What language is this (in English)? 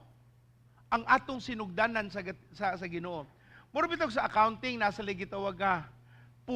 Cebuano